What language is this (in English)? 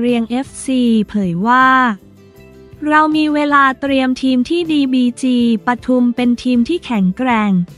Thai